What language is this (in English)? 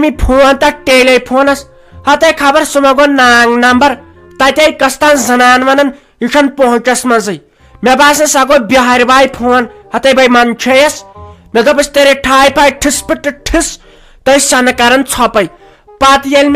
Kashmiri